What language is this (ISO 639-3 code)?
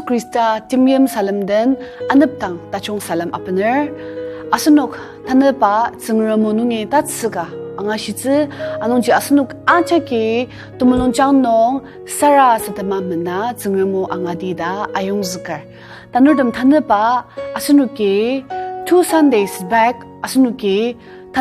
njo